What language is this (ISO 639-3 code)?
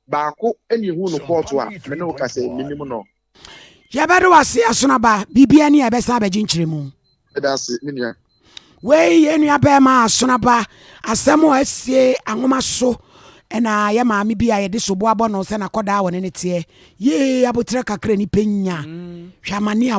aka